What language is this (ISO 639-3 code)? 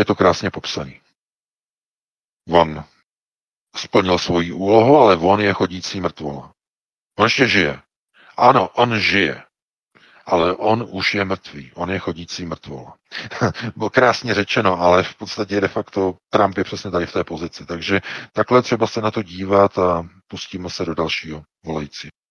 ces